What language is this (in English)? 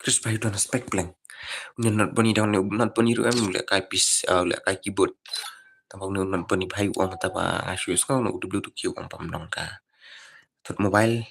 Khasi